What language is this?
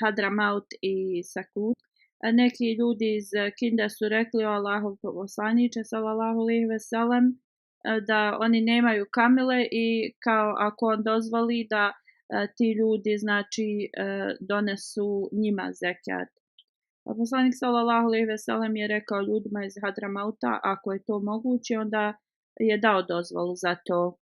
Bosnian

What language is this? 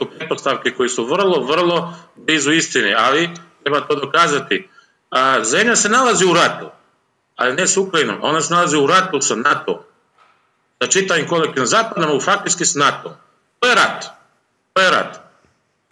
Serbian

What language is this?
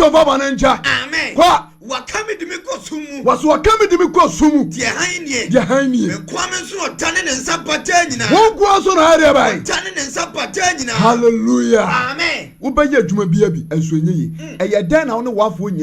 Akan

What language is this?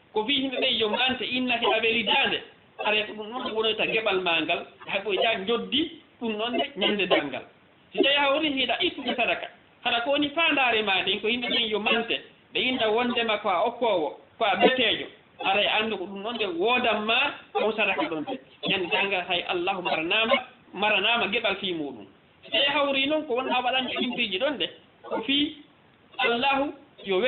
Fula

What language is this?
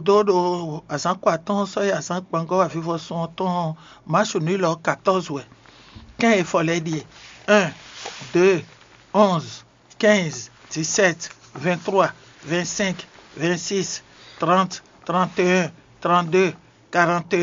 Fon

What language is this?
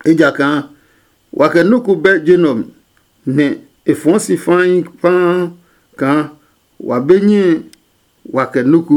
Adangme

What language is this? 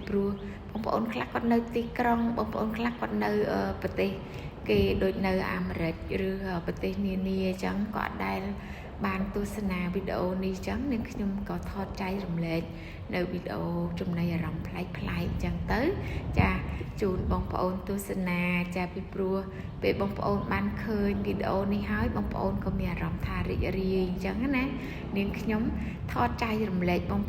Khmer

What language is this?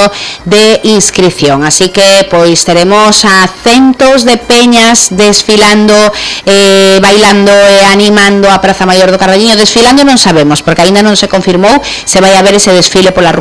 Galician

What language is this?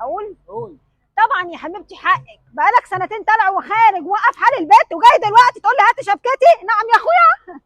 Egyptian Arabic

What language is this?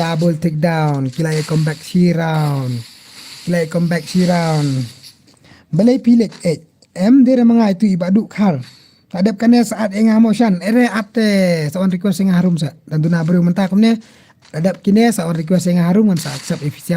Khasi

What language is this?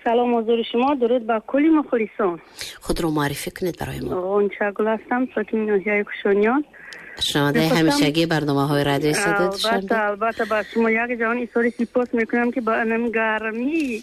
Tajik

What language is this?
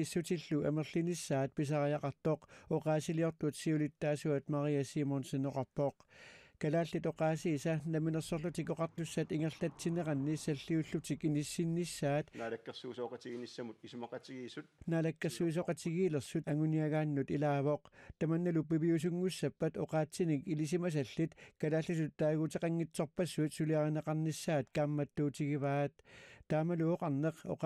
Kalaallisut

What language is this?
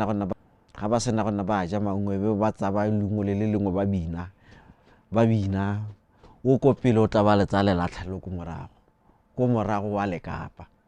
Tswana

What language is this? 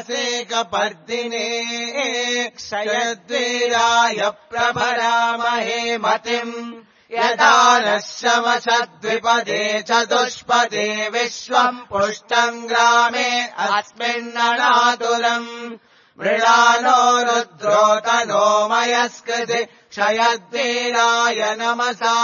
Sanskrit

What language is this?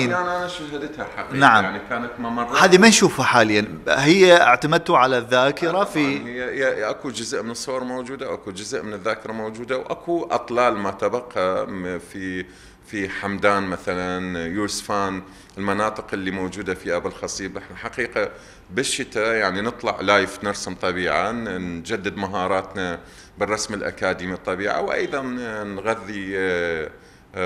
Mesopotamian Arabic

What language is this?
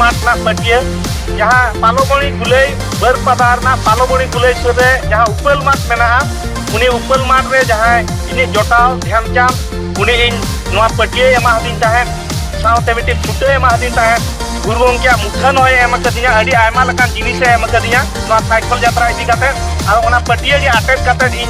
Santali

